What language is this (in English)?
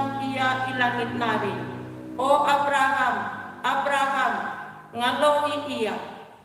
Batak Karo